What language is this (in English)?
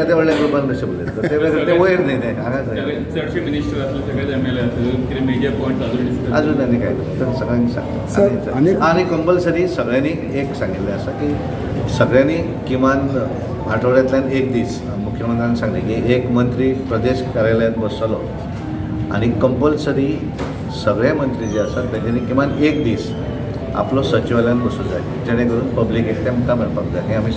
Konkani